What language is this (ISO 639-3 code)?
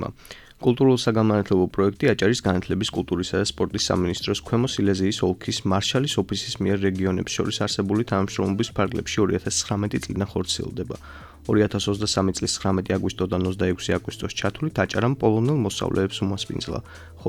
kat